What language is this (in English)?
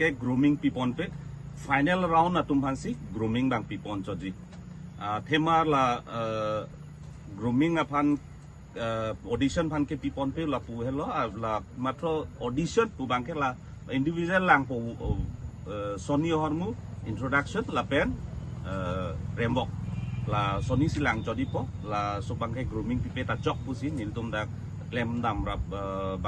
Karbi